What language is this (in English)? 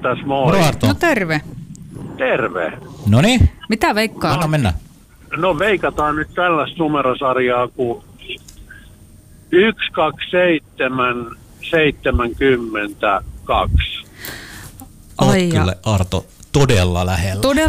Finnish